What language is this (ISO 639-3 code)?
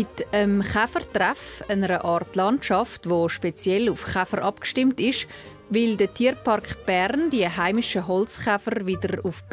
gsw